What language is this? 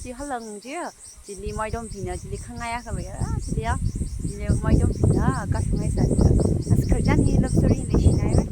Tangkhul Naga (India)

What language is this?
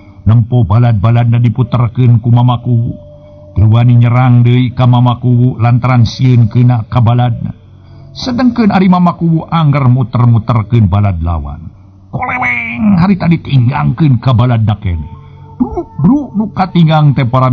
Sundanese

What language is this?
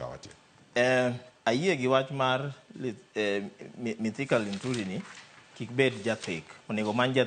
Luo (Kenya and Tanzania)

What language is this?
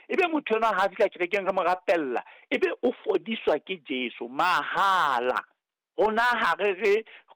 Southern Sotho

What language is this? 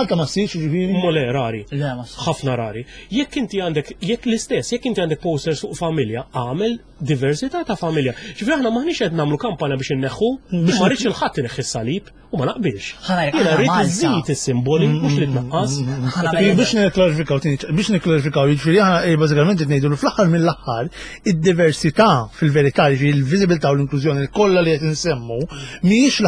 Maltese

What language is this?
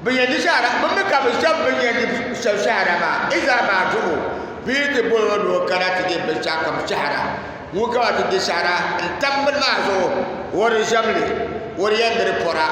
Dagbani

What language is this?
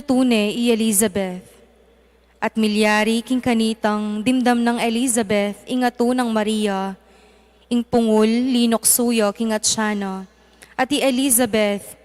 Pampanga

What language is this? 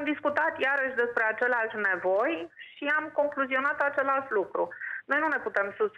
Romanian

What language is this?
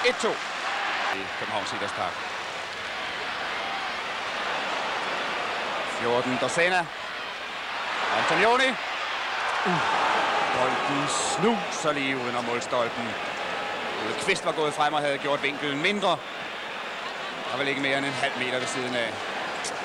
Danish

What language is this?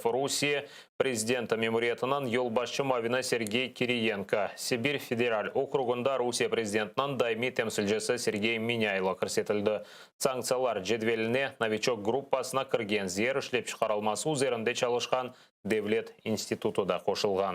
Crimean Tatar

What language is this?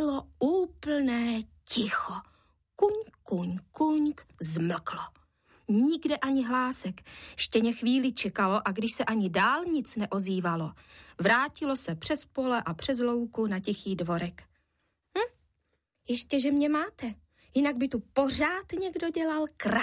Czech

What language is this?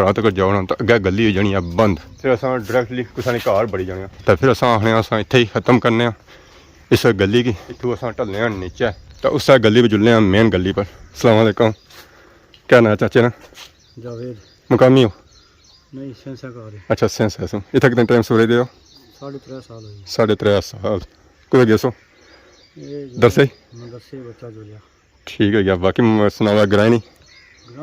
Pahari-Potwari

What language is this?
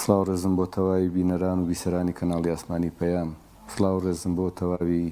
Central Kurdish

